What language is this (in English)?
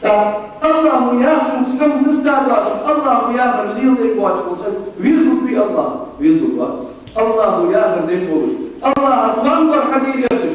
Ingush